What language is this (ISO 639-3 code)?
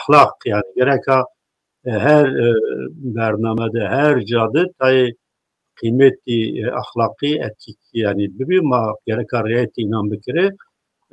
zza